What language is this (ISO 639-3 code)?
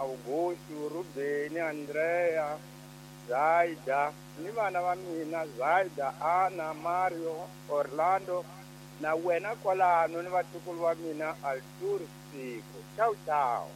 tso